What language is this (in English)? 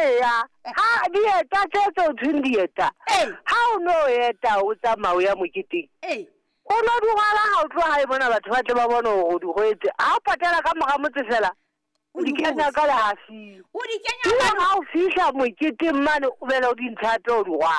Southern Sotho